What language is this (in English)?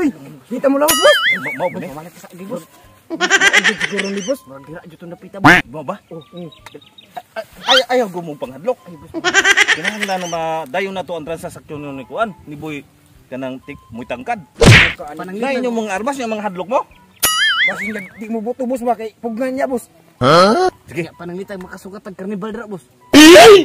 Cebuano